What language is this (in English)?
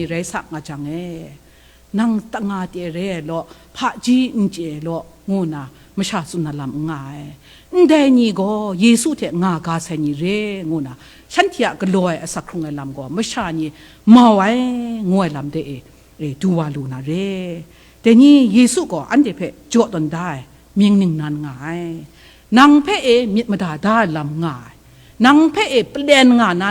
Kachin